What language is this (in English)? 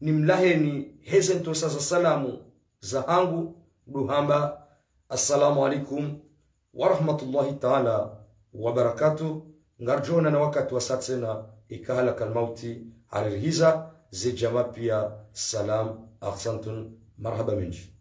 Ngazidja Comorian